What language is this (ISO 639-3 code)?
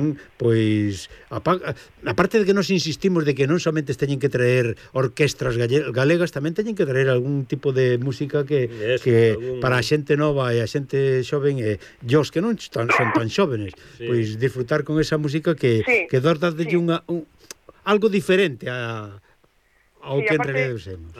glg